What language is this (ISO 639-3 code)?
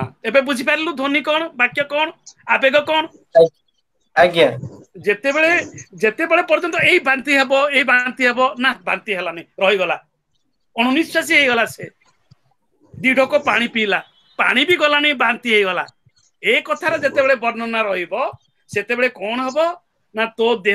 ori